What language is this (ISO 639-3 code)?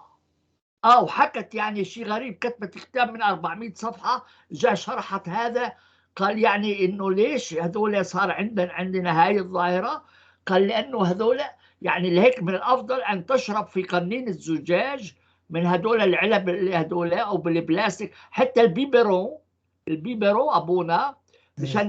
apc